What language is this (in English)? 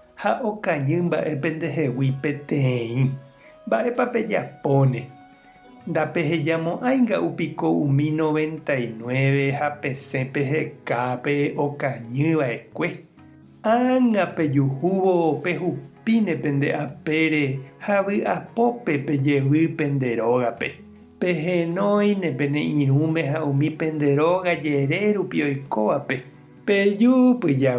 Guarani